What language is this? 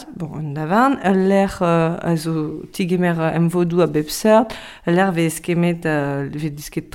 Breton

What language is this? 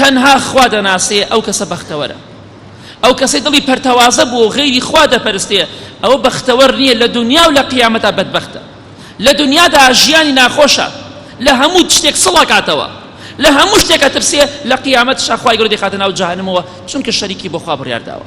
Central Kurdish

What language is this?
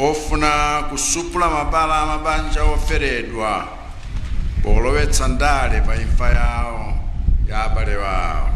Nyanja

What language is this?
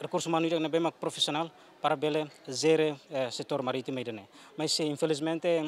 Tetum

